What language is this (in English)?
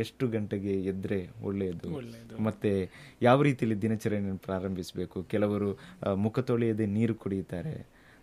Kannada